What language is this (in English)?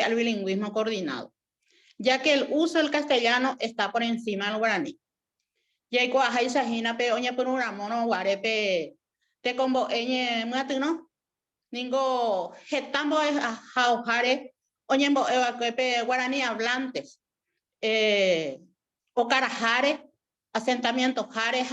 Guarani